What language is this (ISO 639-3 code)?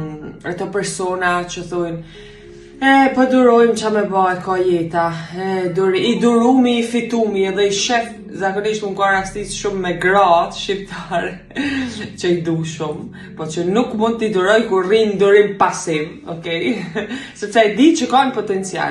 sqi